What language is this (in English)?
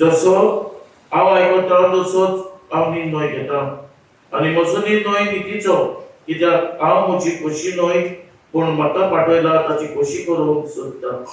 Konkani